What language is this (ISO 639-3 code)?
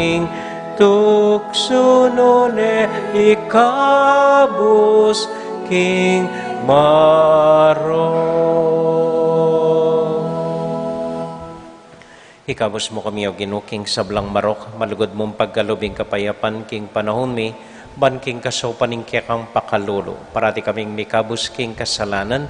pam